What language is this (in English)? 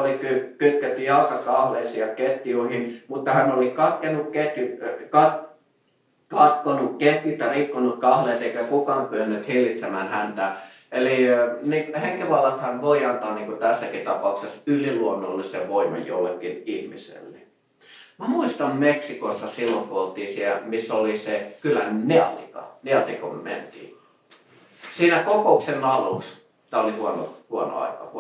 Finnish